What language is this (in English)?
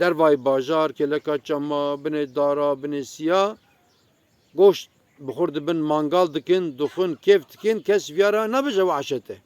Kurdish